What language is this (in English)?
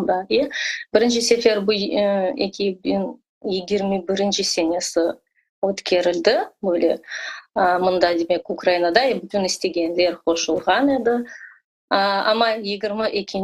Crimean Tatar